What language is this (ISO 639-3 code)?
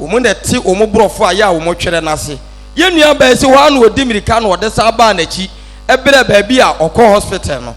aka